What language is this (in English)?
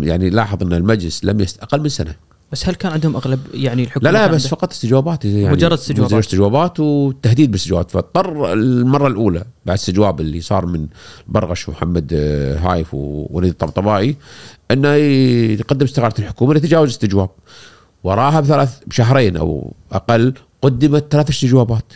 Gulf Arabic